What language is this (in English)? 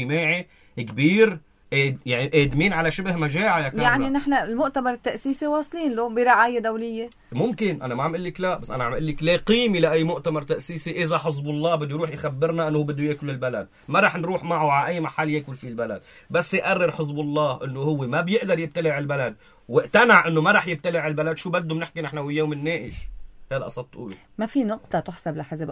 North Levantine Arabic